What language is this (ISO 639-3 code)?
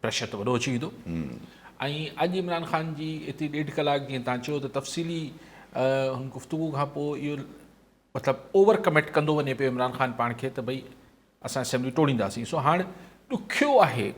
snd